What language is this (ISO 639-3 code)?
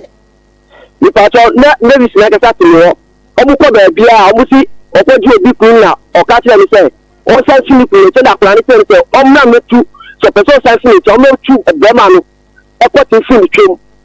aka